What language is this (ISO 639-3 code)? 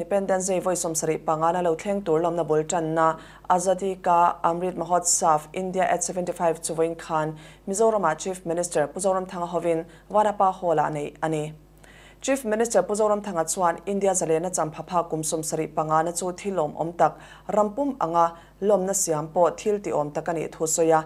lus